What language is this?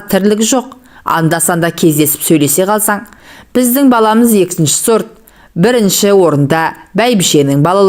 Kazakh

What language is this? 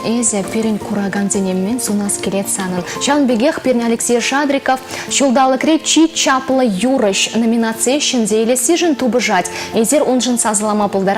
Chuvash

